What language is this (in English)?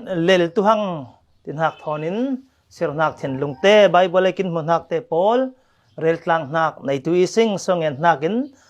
Falam Chin